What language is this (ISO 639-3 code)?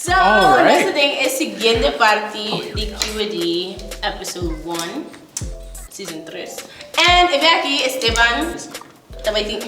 pap